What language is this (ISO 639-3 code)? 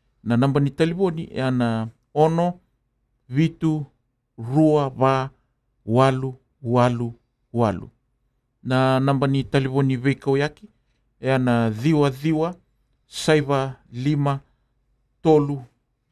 fij